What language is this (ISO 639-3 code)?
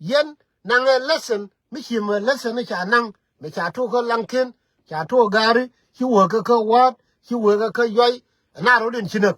nus